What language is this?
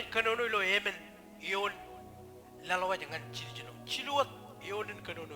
Marshallese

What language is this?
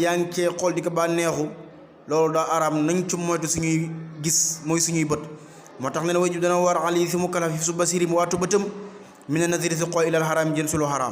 Wolof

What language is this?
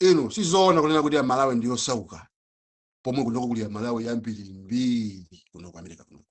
Nyanja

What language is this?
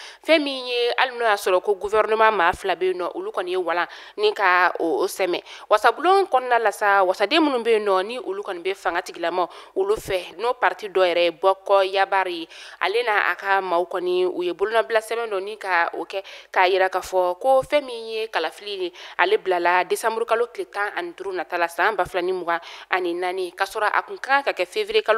Bambara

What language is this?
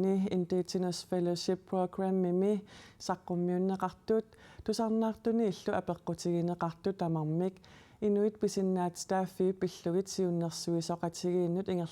Kalaallisut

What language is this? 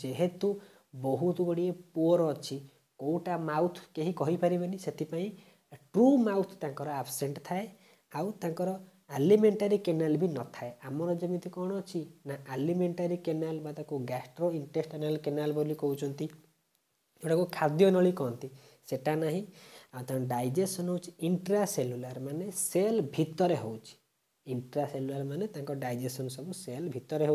Odia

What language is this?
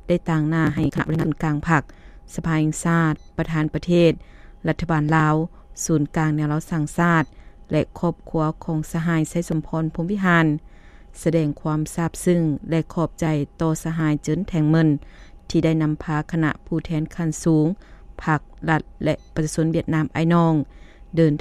Lao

